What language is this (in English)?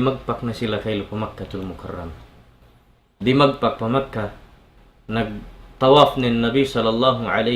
Tausug